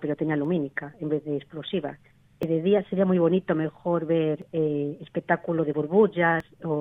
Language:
Galician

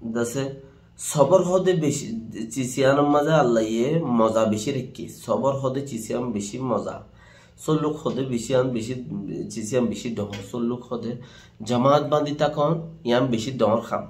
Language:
Rohingya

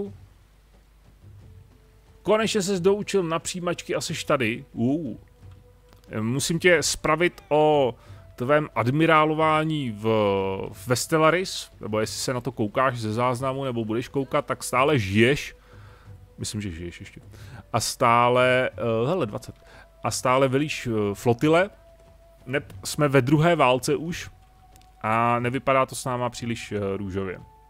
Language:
Czech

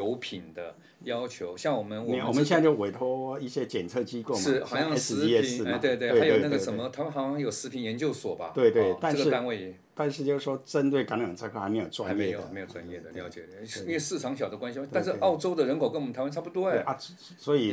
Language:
Chinese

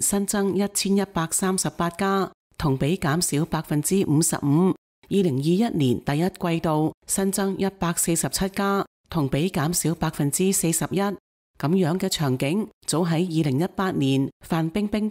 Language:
Cantonese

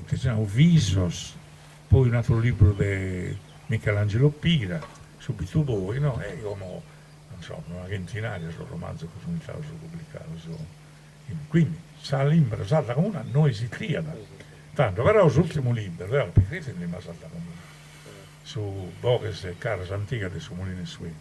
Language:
Sardinian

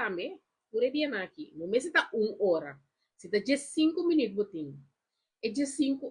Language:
Papiamento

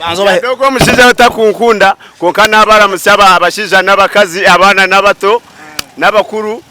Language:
Nyankole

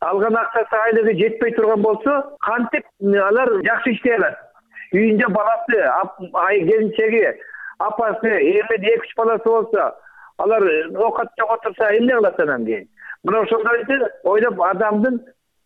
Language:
Kyrgyz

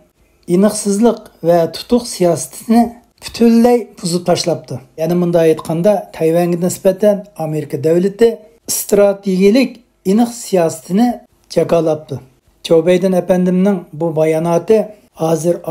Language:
Uyghur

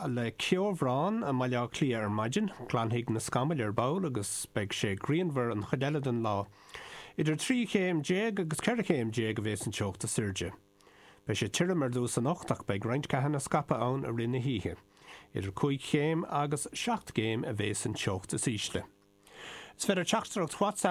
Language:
Irish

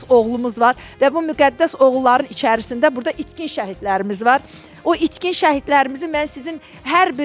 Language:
Azerbaijani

